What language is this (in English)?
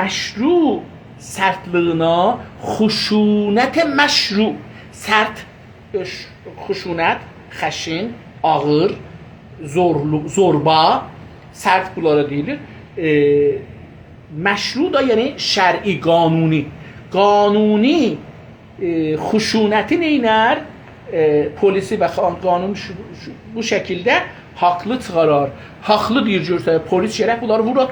South Azerbaijani